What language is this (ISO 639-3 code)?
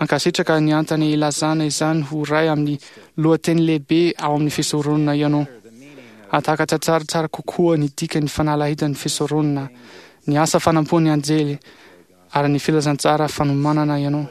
mlg